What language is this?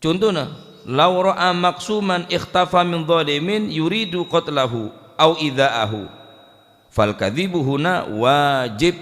Madurese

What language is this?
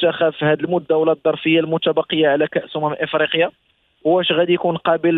Moroccan Arabic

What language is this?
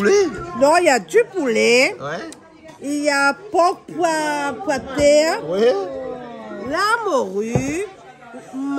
Réunion Creole French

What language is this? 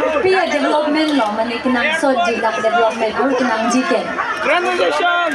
Karbi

